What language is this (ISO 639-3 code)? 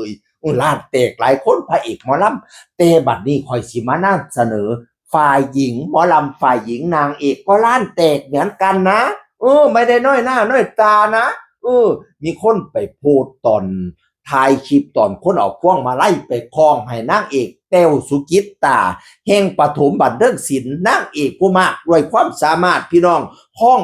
tts